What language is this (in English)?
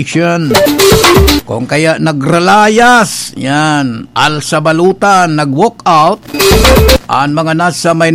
Bikol